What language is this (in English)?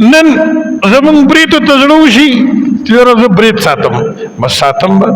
Pashto